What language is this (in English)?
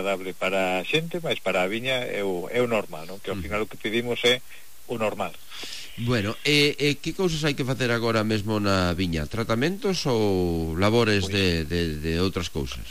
Galician